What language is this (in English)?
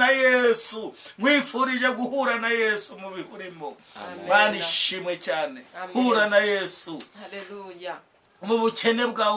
Kinyarwanda